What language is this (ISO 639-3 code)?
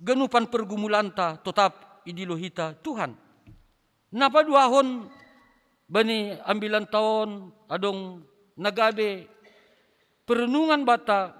bts